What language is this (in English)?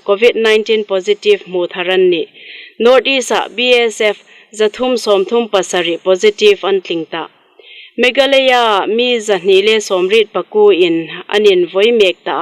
Hmar